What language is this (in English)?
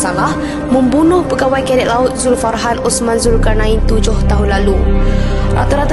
Malay